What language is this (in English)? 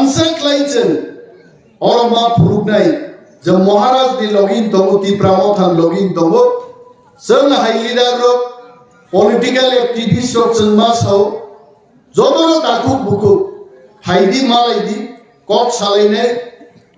Kok Borok